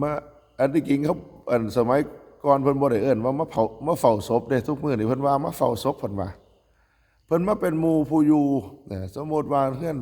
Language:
Northeastern Thai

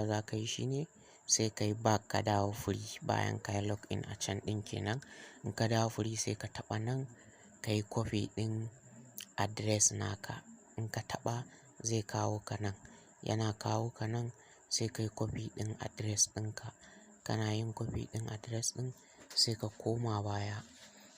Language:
Hausa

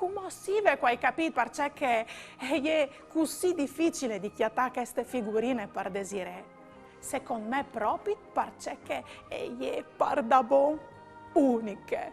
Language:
Friulian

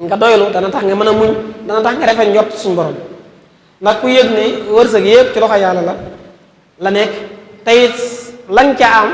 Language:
Wolof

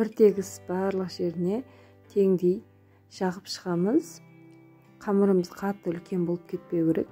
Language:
Kazakh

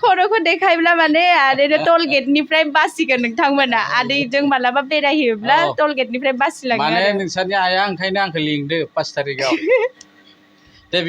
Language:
Bodo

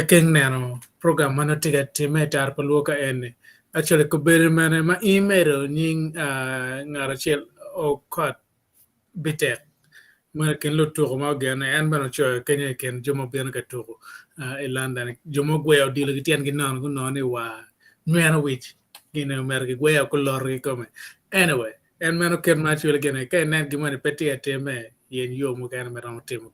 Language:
Acoli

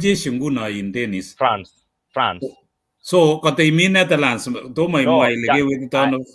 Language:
Kalenjin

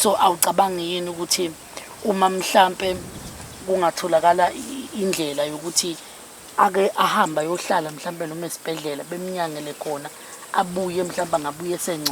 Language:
Zulu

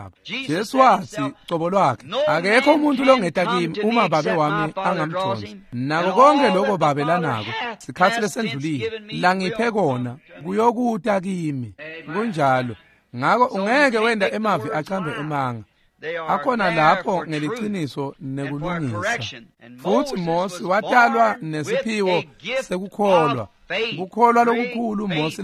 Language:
Swati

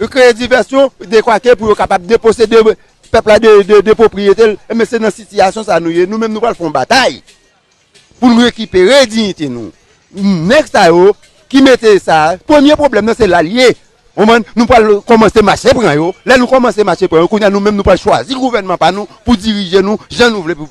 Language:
Haitian Creole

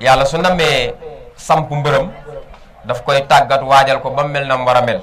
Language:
Wolof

